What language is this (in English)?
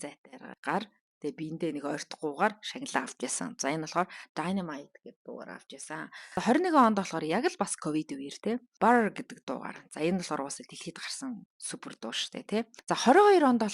Mongolian